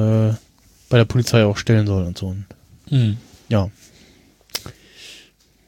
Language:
German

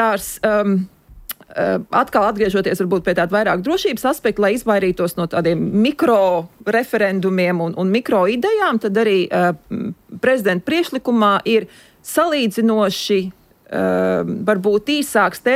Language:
Latvian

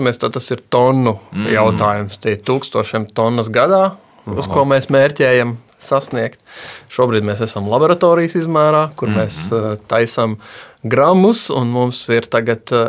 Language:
Latvian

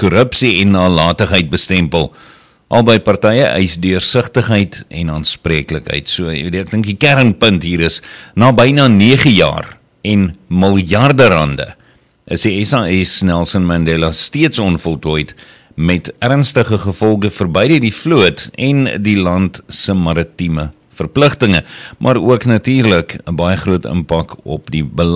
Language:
Afrikaans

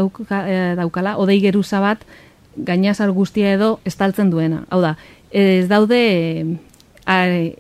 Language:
Basque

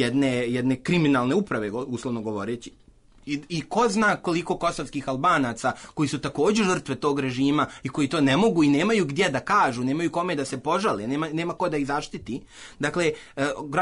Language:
Serbian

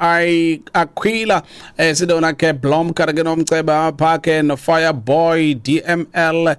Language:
Xhosa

